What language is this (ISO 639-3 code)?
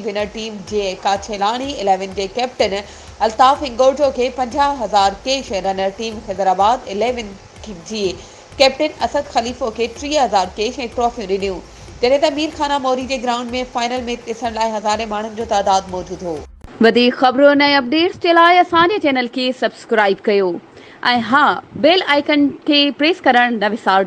snd